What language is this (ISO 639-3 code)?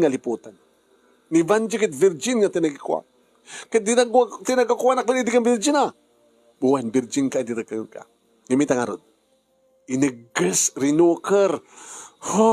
ilo